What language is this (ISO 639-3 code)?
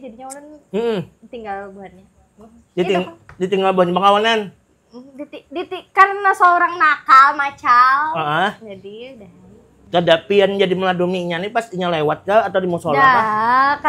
bjn